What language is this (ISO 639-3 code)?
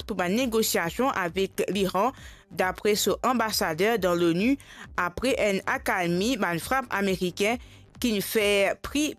mfe